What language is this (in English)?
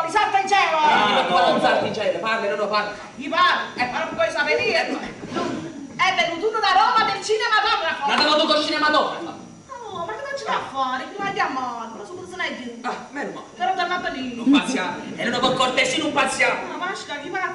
Neapolitan